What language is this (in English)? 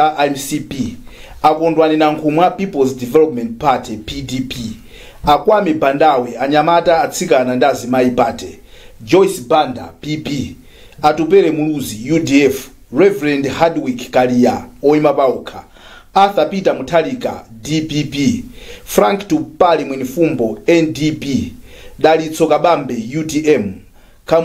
Nyanja